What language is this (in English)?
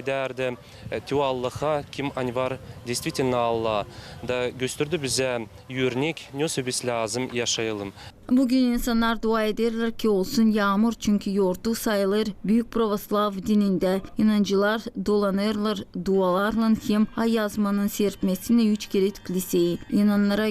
Gagauz